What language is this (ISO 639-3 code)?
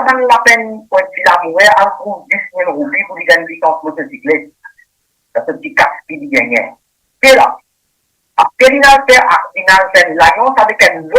mfe